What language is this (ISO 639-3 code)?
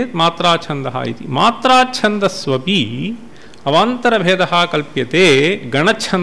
san